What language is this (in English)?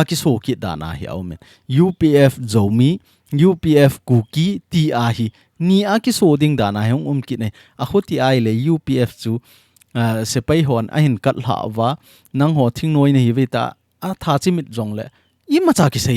Thado Chin